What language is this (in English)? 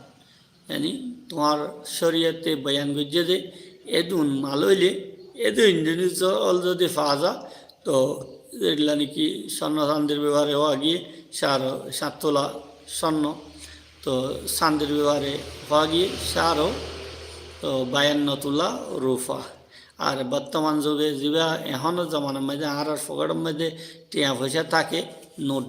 Rohingya